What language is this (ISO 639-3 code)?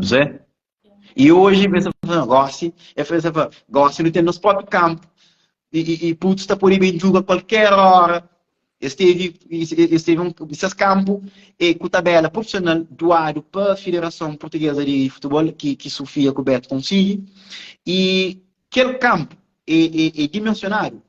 kea